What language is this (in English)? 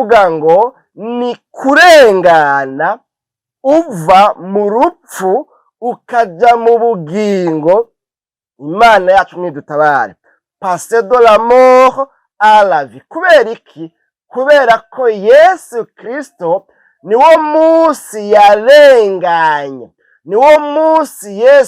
Rundi